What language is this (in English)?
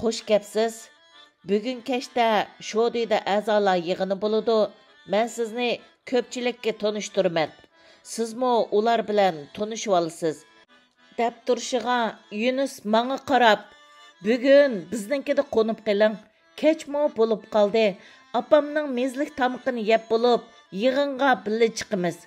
Uyghur